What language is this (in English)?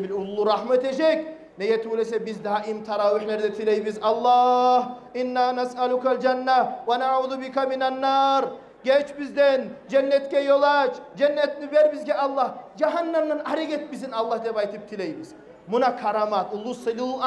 Kumyk